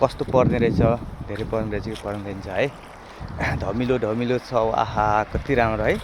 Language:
Nepali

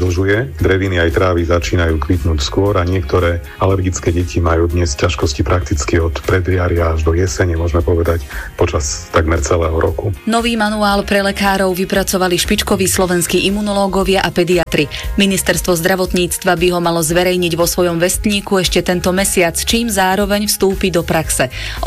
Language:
Slovak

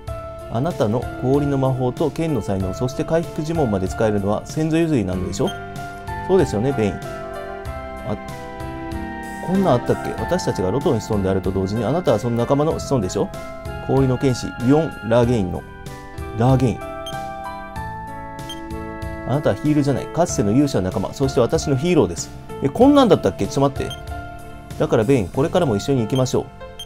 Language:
Japanese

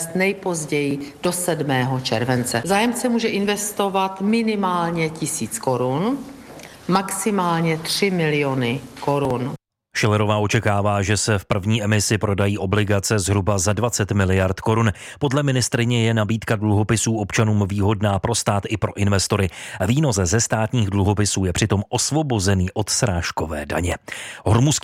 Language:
Czech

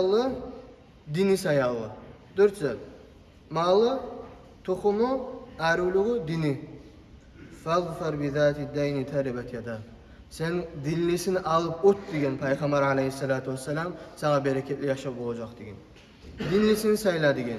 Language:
Kumyk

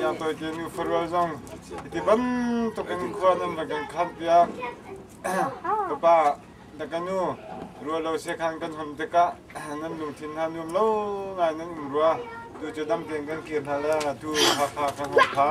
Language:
Hakha Chin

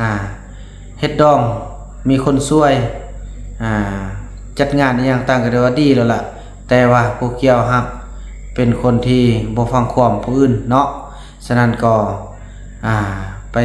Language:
Lao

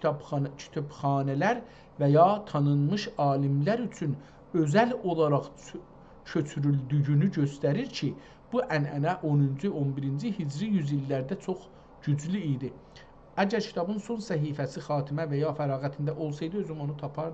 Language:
South Azerbaijani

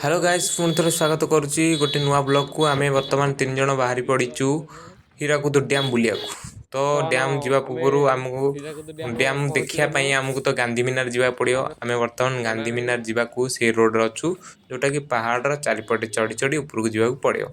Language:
Odia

